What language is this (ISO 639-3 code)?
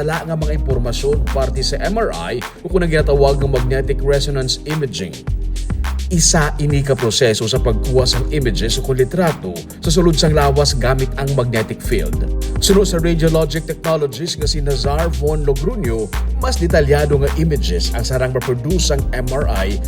hil